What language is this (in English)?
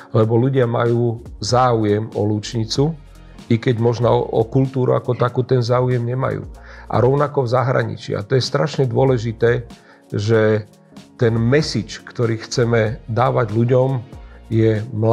Slovak